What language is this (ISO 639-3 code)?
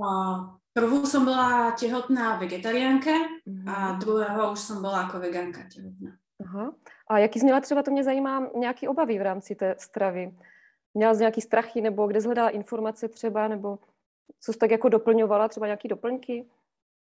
slk